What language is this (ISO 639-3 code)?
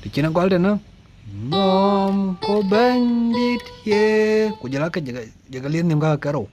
din